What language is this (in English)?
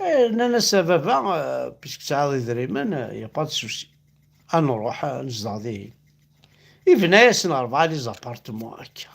Kabyle